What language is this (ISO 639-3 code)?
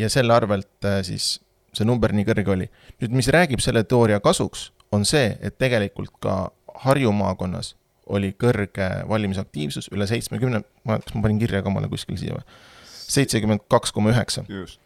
est